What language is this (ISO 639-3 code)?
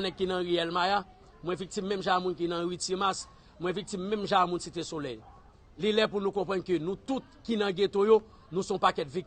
hat